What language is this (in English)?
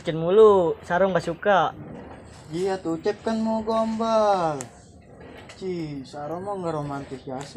Betawi